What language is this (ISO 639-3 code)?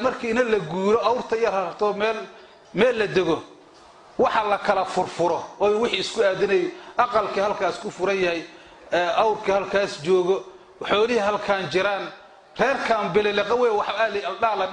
som